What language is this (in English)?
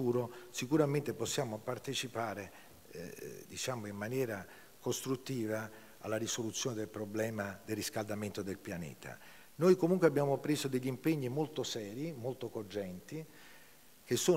Italian